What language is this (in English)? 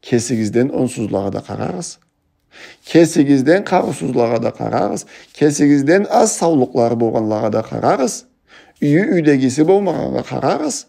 Karachay-Balkar